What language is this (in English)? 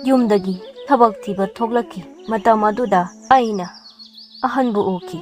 Manipuri